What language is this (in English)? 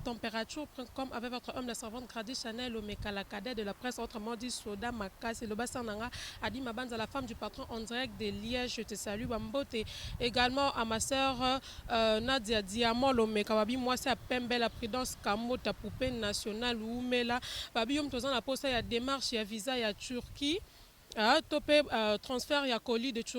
Lingala